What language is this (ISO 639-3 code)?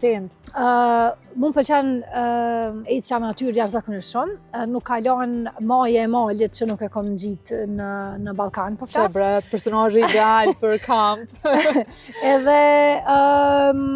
sqi